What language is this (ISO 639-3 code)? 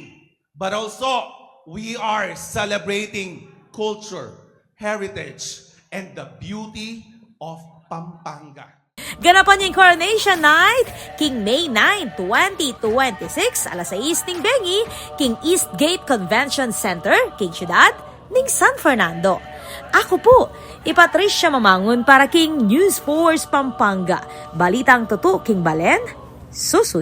pam